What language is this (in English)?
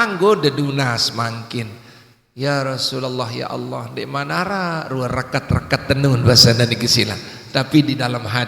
Sasak